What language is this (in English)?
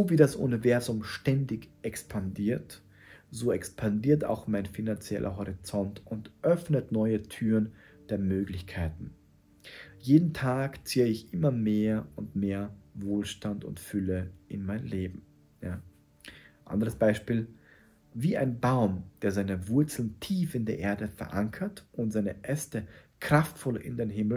German